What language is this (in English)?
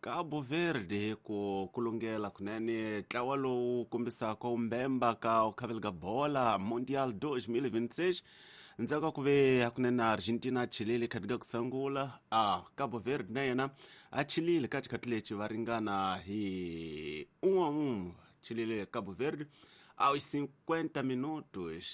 Tsonga